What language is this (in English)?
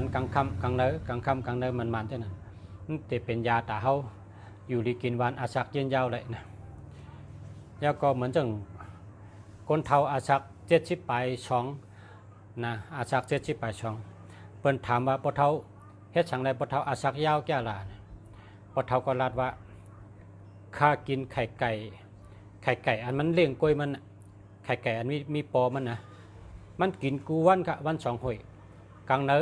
Shan